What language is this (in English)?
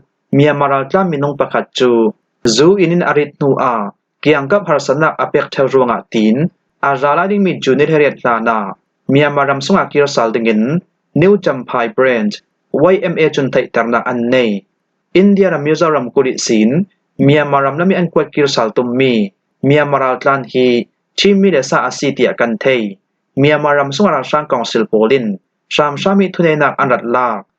Falam Chin